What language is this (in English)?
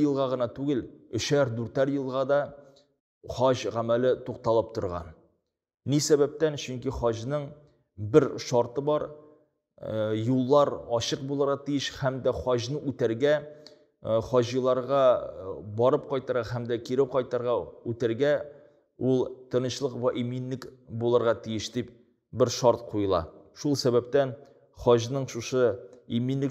Tatar